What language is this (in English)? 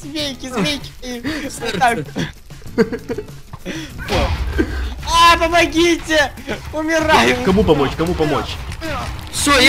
Russian